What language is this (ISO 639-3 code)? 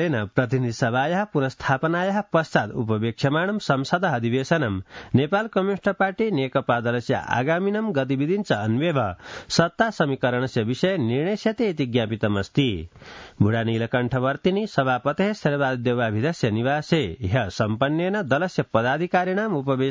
san